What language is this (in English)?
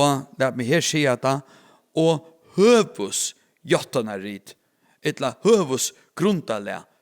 Faroese